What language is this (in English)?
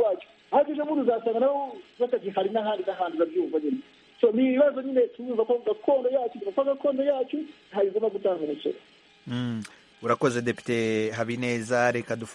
Kinyarwanda